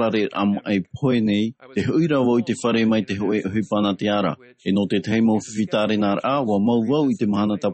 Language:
Tahitian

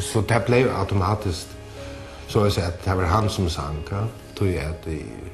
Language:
Faroese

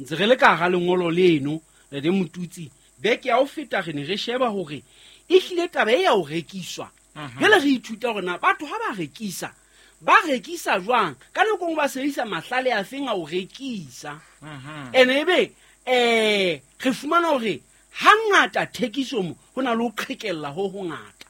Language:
Southern Sotho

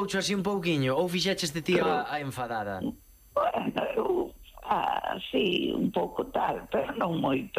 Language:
Galician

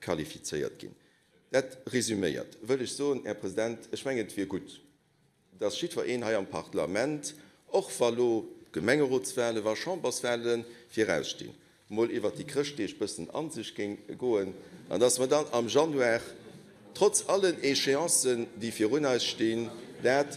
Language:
Luxembourgish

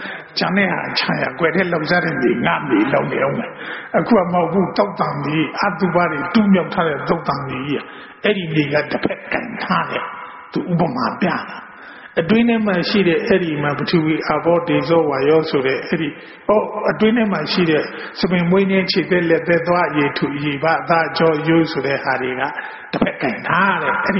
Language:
Burmese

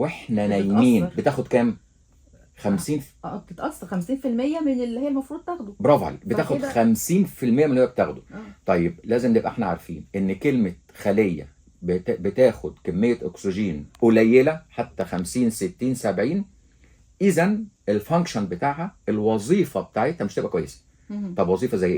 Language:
Egyptian Arabic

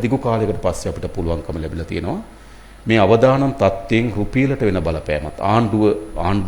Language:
Sinhala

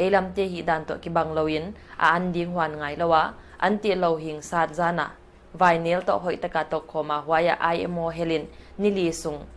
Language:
Paite Chin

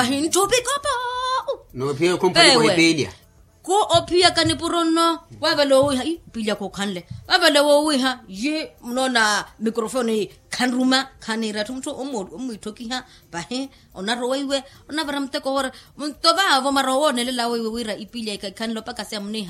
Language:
Makhuwa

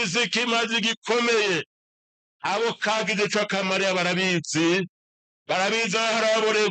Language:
Rundi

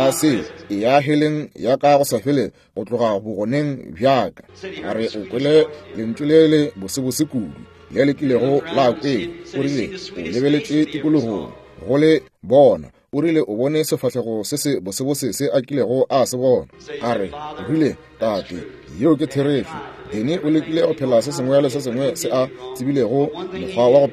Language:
Northern Sotho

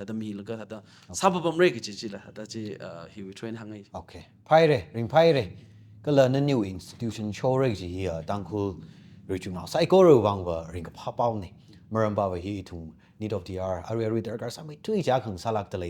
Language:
Tangkhul Naga (India)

